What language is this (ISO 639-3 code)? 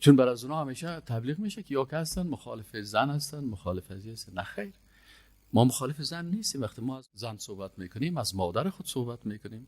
fas